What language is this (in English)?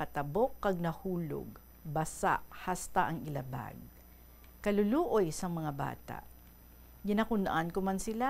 Hiligaynon